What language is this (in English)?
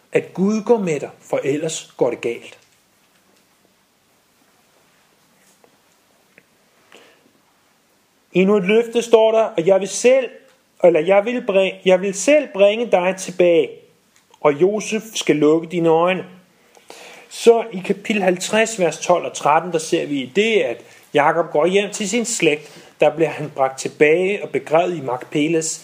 Danish